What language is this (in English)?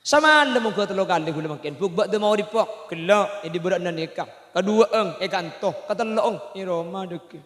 Madurese